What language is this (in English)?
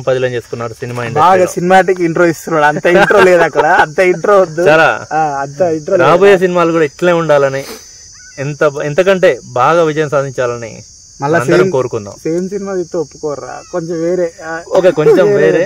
Telugu